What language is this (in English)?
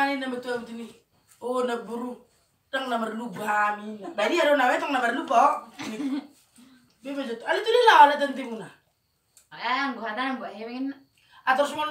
Batak Toba